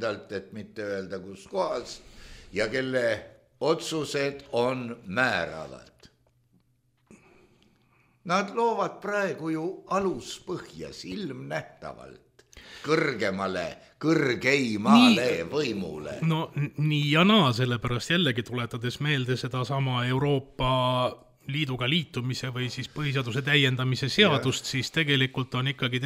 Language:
Estonian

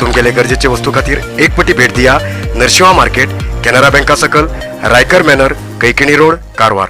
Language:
Konkani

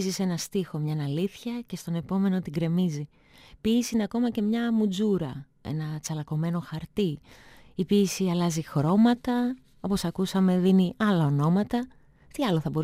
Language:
Greek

